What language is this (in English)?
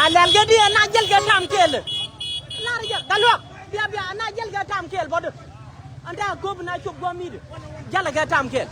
Nuer